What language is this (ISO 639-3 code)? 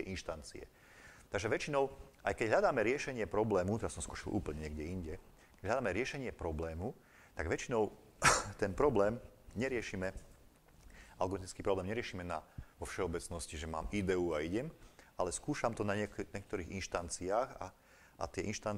slk